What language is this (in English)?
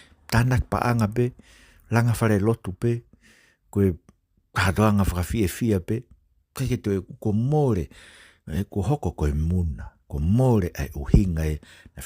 Tongan